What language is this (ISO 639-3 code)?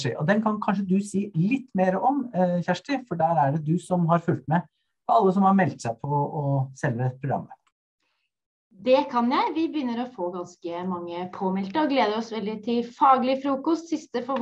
nor